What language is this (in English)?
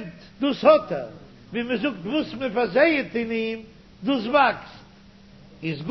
Yiddish